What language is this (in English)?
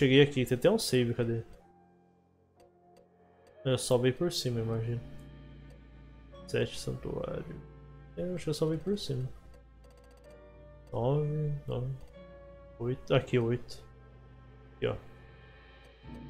Portuguese